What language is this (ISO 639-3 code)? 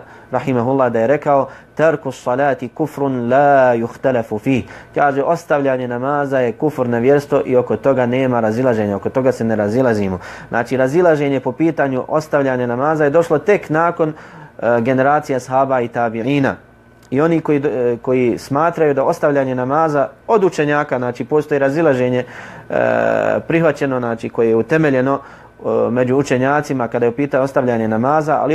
bos